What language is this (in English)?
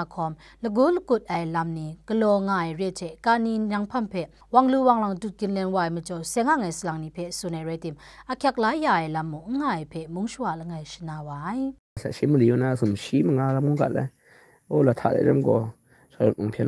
Kachin